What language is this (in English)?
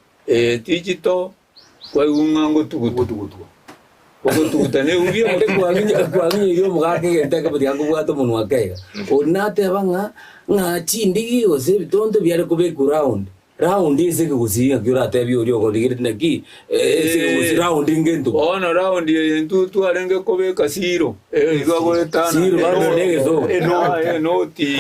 Gusii